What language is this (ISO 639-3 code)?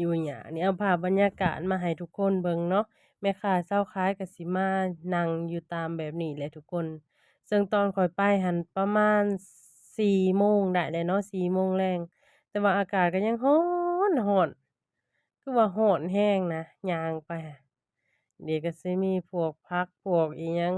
lao